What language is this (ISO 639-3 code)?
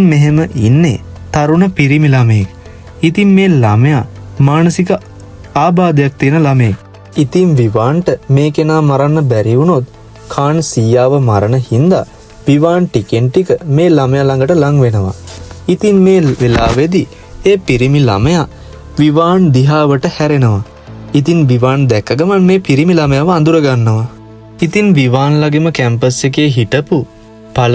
sin